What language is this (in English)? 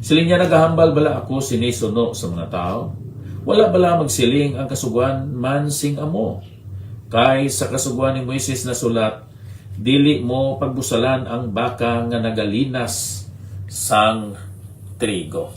Hiligaynon